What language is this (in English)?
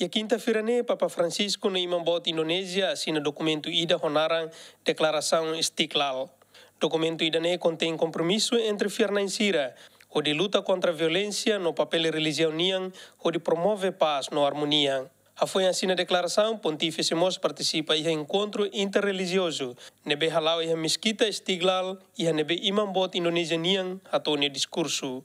Tetum